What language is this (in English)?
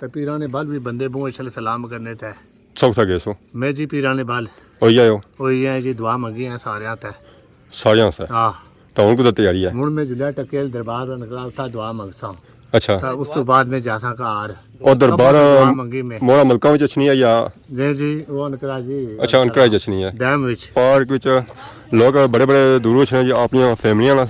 Pahari-Potwari